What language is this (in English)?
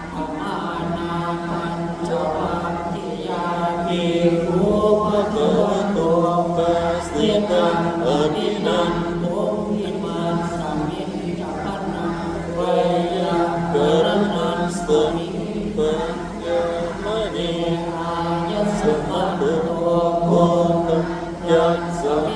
Pali